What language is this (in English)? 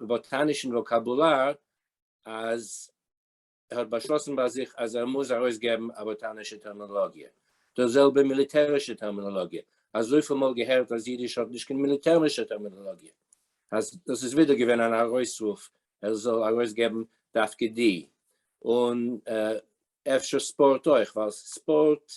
Yiddish